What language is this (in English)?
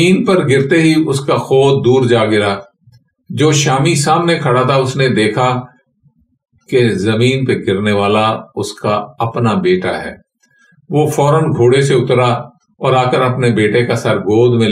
Urdu